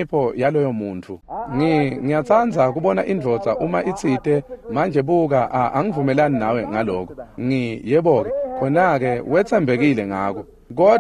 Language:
Swati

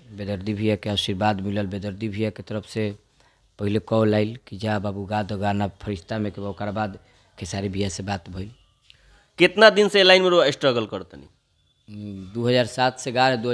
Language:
Bhojpuri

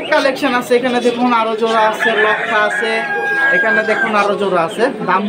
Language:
Bangla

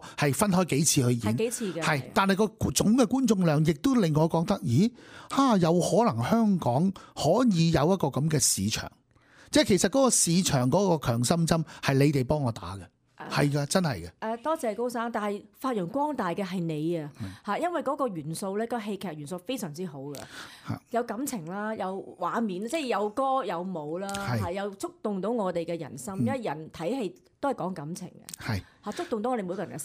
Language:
Cantonese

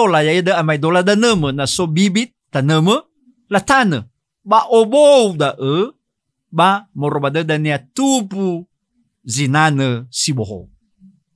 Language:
Nias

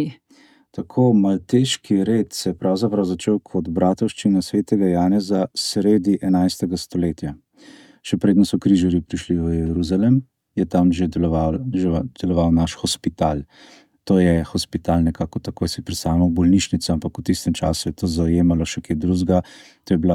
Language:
Slovenian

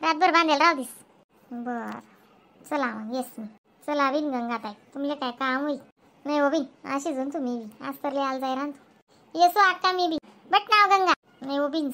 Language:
Khandesi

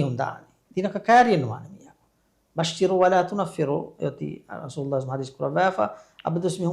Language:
Divehi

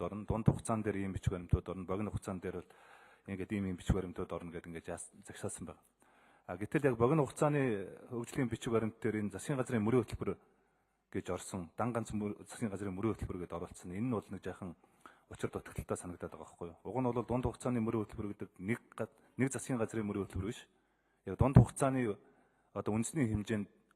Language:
Mongolian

